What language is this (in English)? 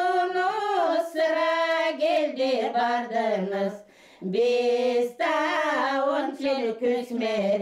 Gagauz